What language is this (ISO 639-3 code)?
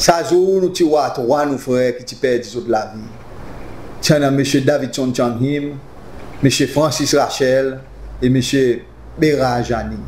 crs